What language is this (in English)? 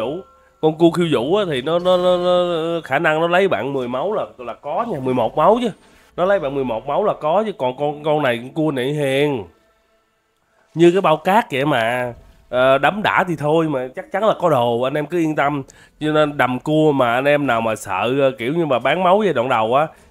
Vietnamese